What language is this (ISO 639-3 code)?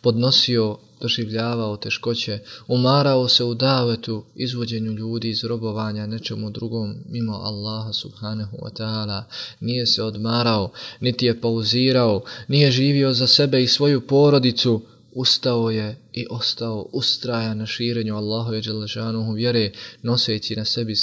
bos